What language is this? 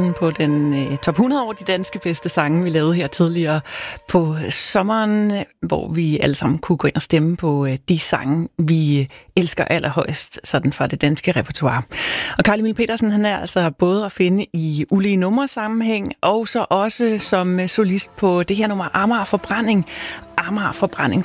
Danish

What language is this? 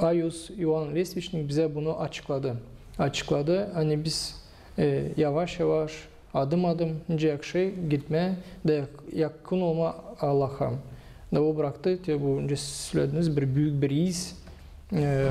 Gagauz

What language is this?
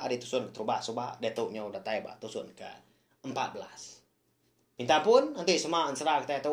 Iban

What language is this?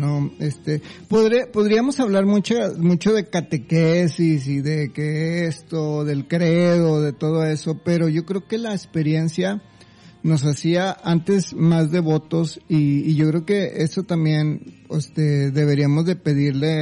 Spanish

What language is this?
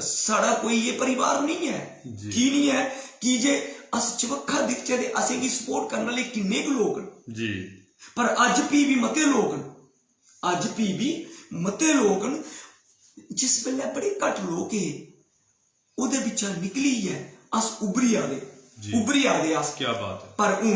Dogri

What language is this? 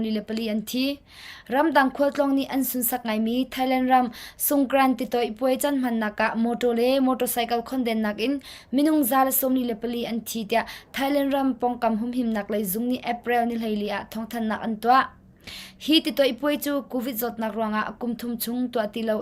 Hakha Chin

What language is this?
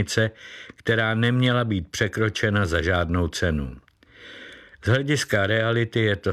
Czech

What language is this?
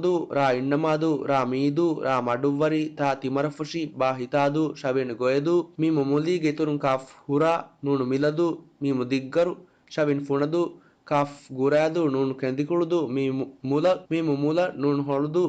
Divehi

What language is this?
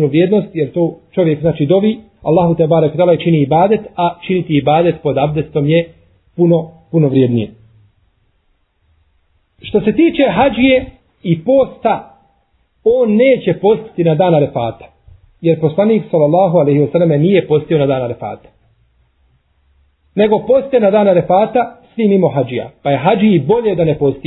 Bosnian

